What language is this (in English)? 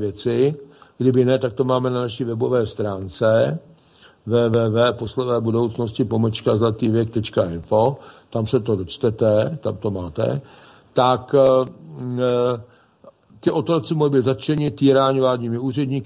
Czech